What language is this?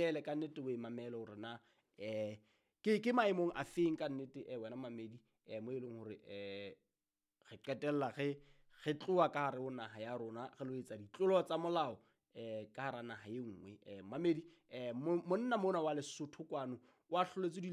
Southern Sotho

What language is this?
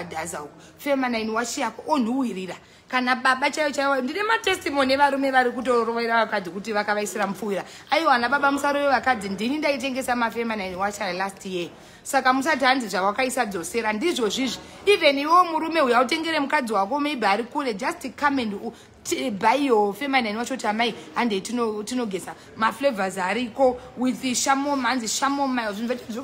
Shona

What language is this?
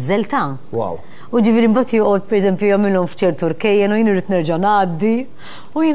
Maltese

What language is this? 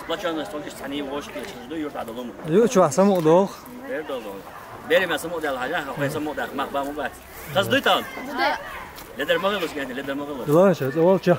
Chechen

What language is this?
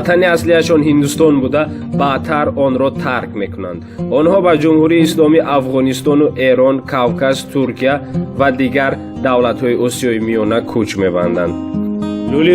Tajik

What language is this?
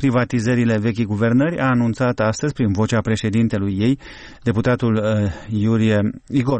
Romanian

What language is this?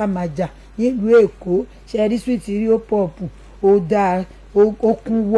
Yoruba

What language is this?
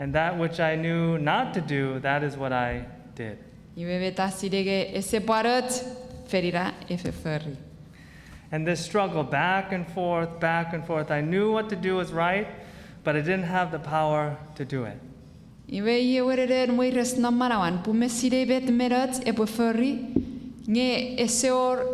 Chuukese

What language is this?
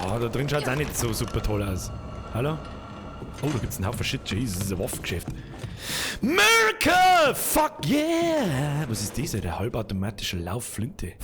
Bavarian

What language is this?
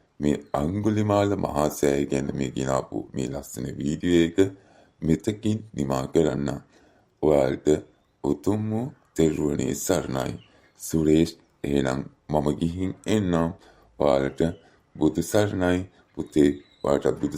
Sinhala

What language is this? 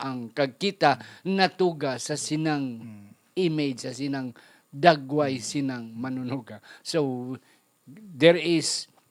Hiligaynon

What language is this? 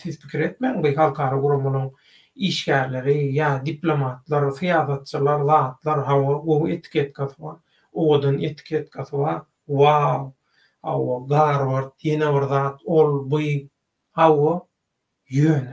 Turkmen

